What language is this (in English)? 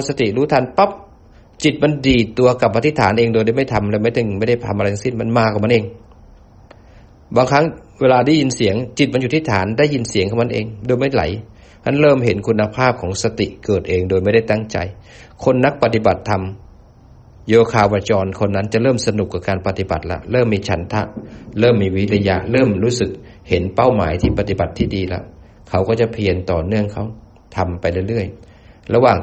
Thai